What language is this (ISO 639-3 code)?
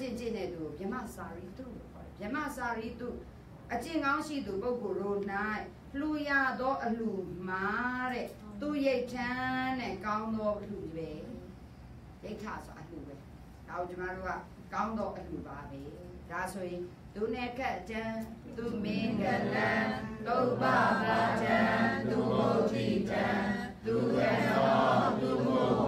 mya